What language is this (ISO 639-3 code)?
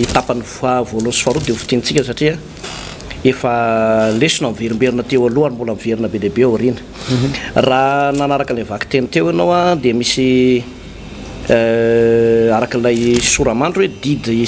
mlg